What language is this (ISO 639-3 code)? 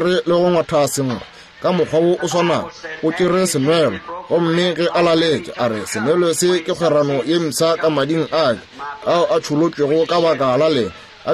nso